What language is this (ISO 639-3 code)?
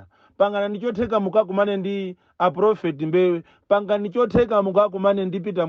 nya